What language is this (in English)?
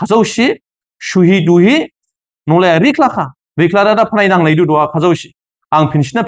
Dimasa